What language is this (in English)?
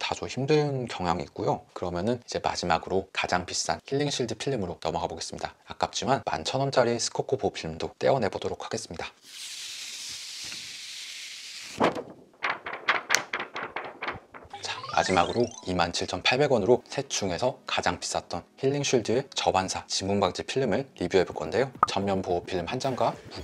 Korean